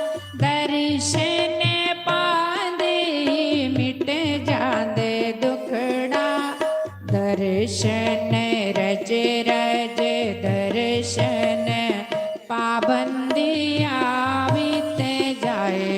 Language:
Dogri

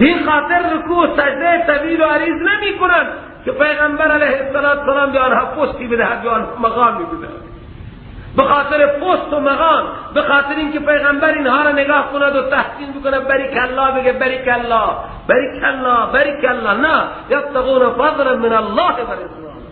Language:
Persian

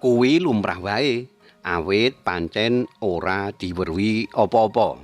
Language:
Javanese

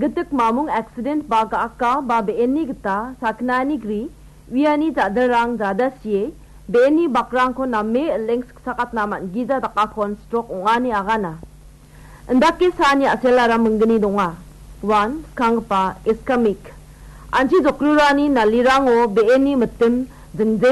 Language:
Garo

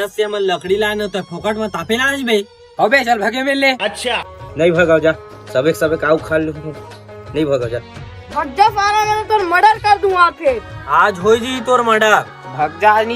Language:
Chhattisgarhi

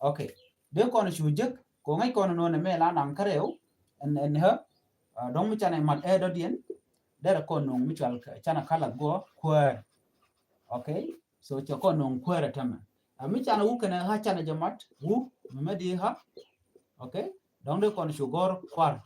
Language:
Nuer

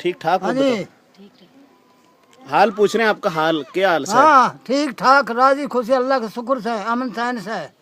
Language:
Haryanvi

